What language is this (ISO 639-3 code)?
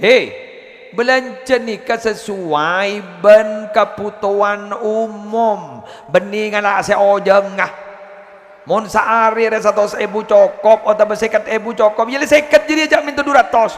mad